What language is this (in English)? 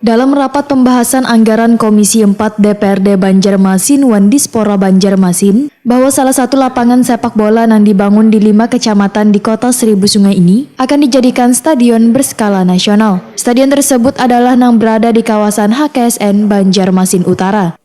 Banjar